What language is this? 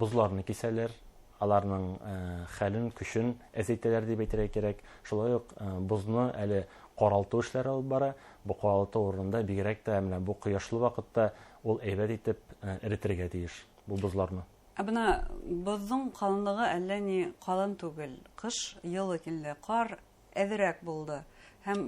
Bashkir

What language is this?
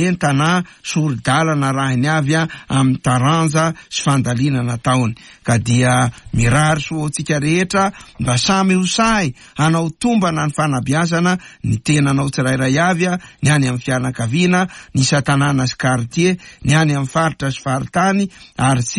Malagasy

